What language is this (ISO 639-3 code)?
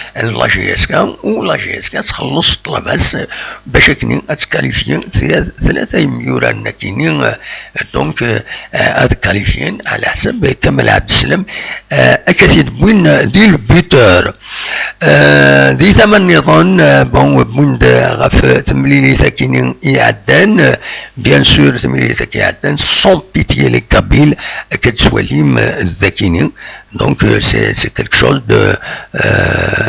kab